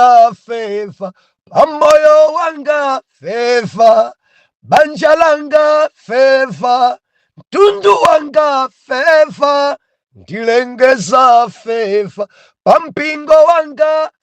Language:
Nyanja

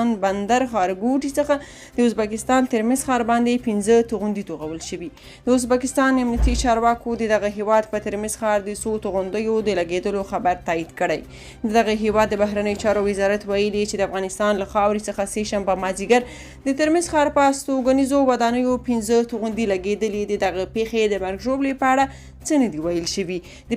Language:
Pashto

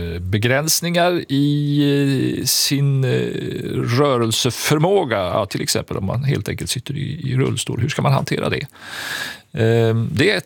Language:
Swedish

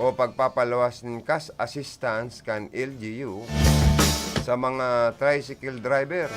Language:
Bikol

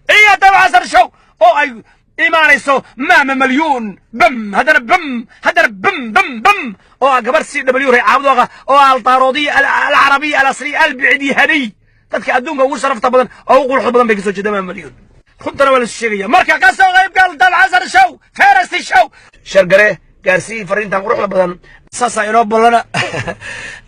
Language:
Somali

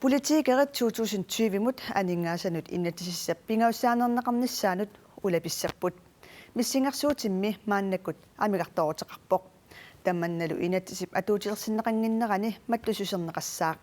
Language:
Kalaallisut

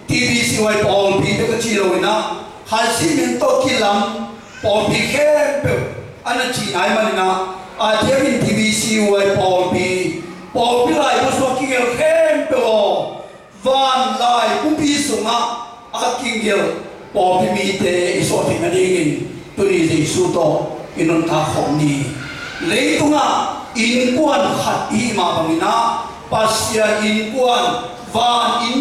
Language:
Tedim Chin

